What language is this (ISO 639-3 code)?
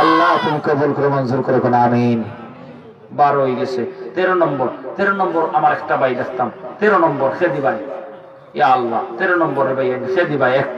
syl